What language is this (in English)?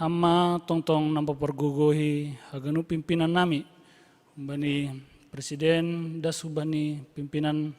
Batak Simalungun